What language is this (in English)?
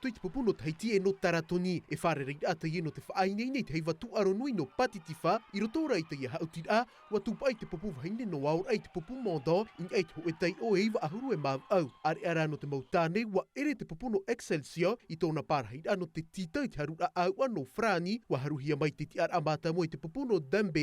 Tahitian